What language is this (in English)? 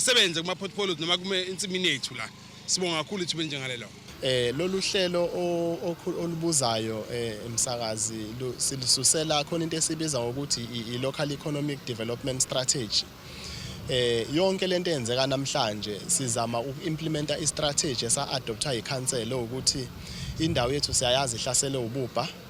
Zulu